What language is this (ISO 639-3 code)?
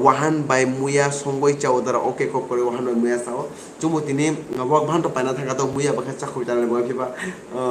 trp